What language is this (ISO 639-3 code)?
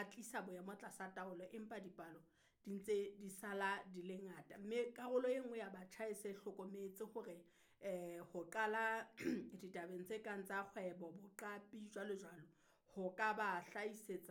sot